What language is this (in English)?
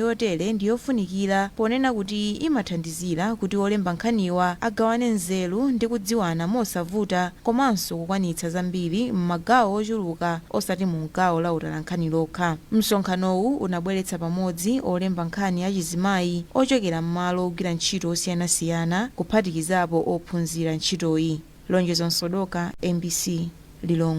Nyanja